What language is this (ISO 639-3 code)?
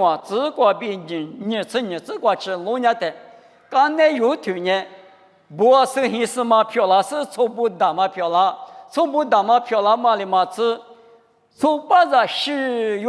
lis